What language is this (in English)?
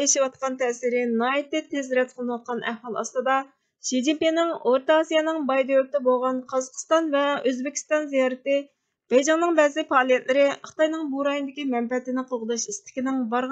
Uyghur